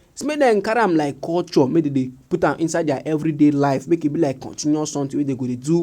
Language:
Nigerian Pidgin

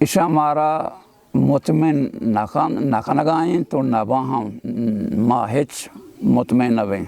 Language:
Baluchi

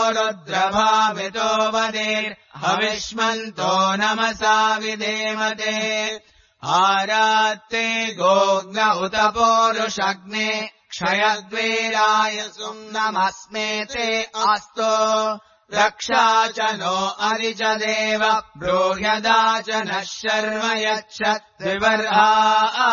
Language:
Sanskrit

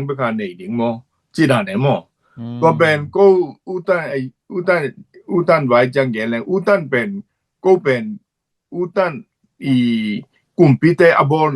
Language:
Tedim Chin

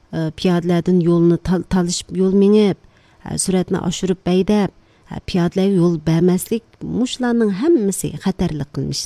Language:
Uyghur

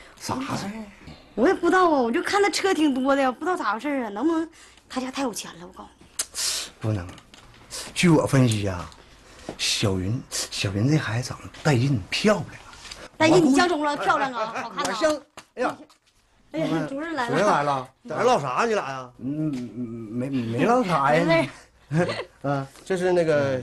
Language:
Chinese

